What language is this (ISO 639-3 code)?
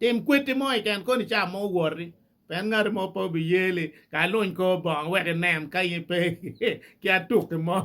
ach